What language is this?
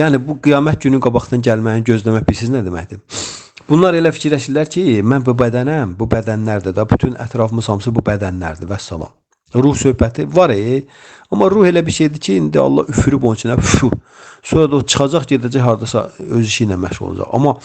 Azerbaijani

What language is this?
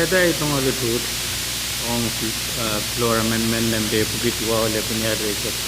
Pohnpeian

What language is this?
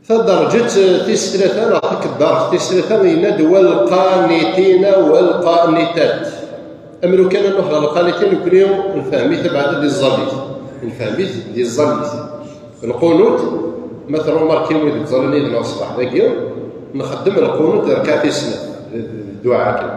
Kabyle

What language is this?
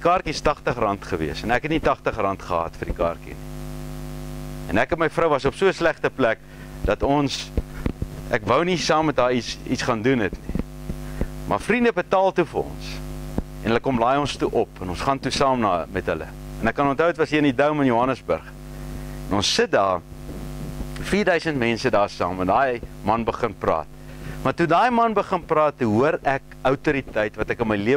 Afrikaans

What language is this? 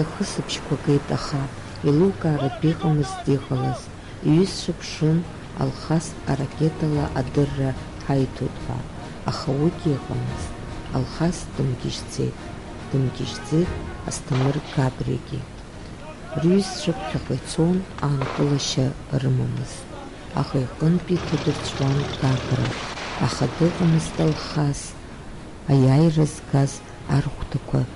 Abkhazian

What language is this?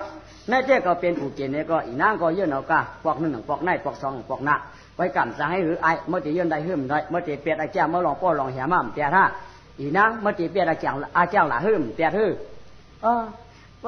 Shan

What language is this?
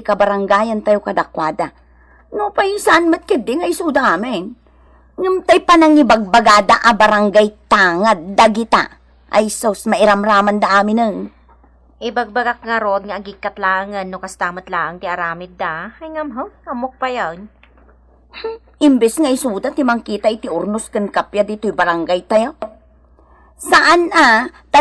Iloko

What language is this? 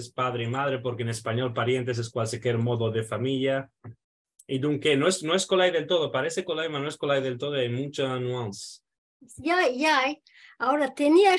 Ladino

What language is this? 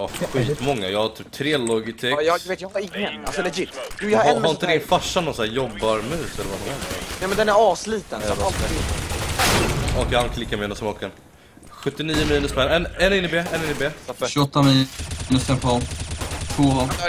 Swedish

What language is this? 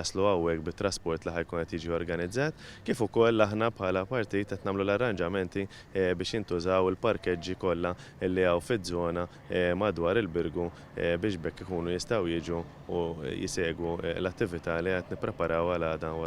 Maltese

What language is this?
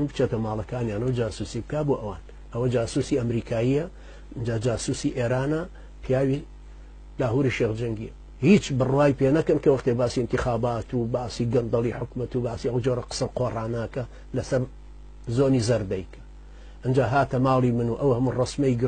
Central Kurdish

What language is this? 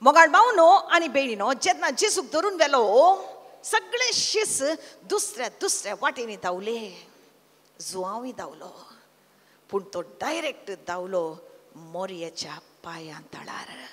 Konkani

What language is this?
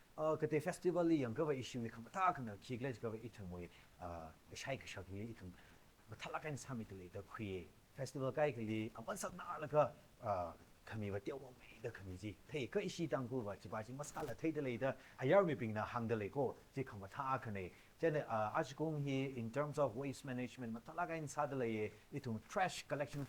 Tangkhul Naga (India)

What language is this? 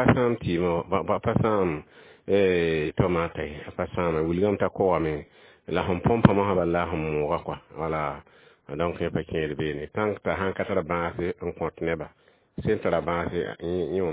Mossi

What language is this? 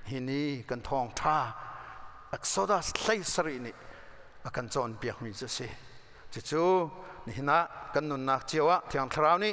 Hakha Chin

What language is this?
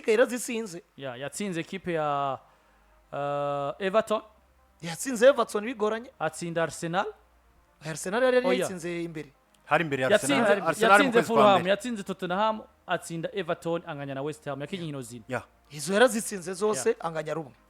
Rundi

